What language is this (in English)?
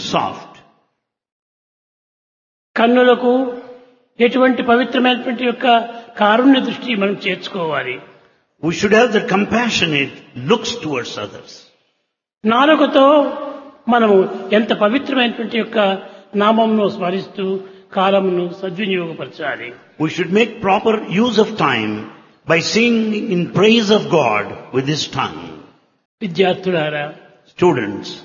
Telugu